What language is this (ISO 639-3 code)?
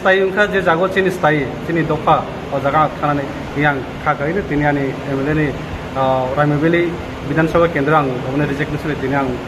trp